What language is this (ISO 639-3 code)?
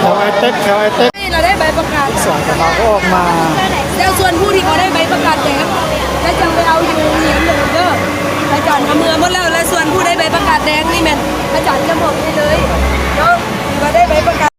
lao